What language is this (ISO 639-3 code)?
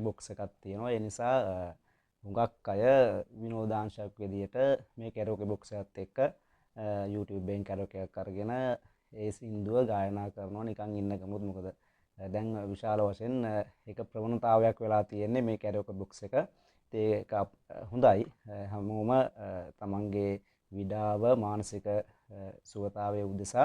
sin